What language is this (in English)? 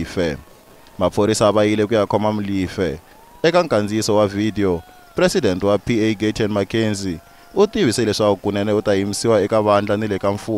Tsonga